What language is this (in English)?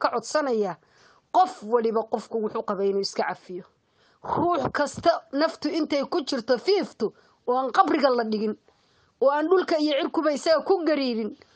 Somali